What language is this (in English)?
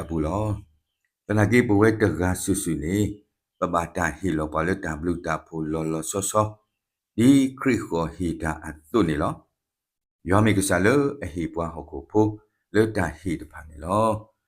S'gaw Karen